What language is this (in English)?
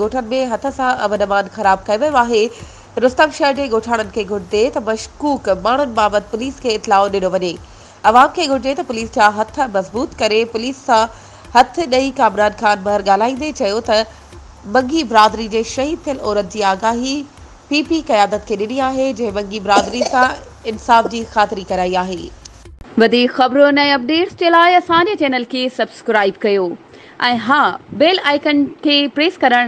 Sindhi